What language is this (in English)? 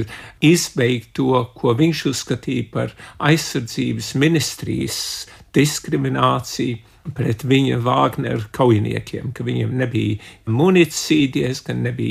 Latvian